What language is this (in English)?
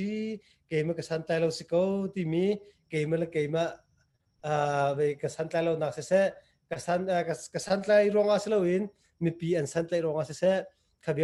Hakha Chin